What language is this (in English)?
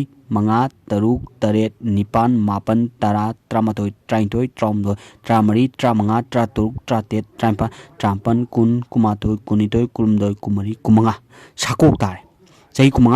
Manipuri